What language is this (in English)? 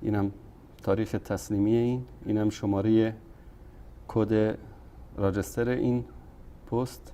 Persian